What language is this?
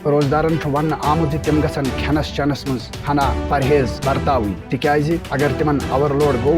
Kashmiri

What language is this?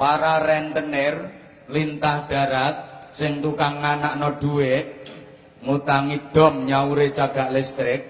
Javanese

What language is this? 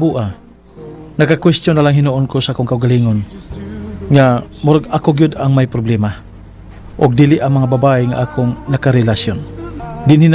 Cebuano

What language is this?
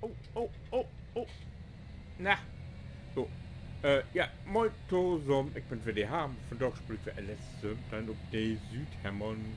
Low German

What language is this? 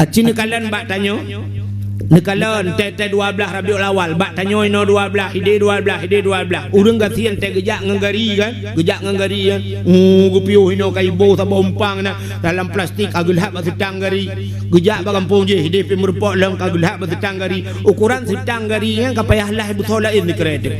Achinese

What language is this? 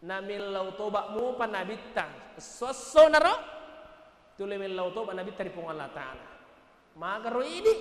Buginese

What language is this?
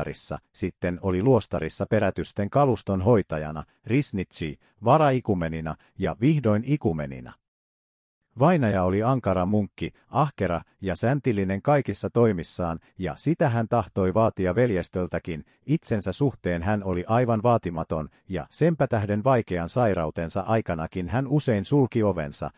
Finnish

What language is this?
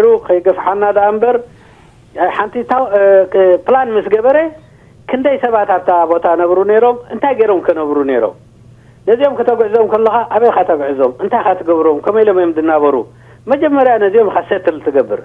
Tigrinya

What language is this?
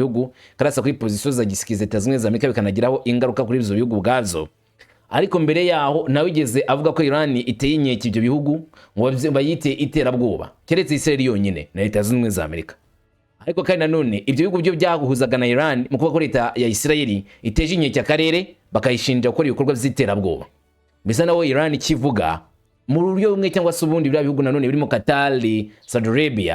Kinyarwanda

